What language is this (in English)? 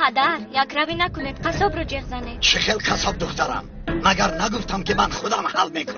Tajik